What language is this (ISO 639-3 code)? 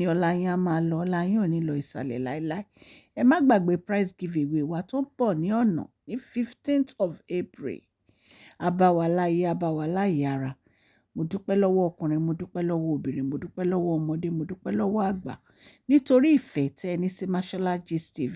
yor